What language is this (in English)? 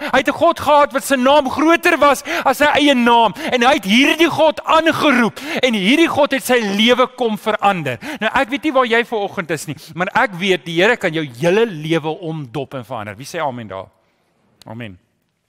Afrikaans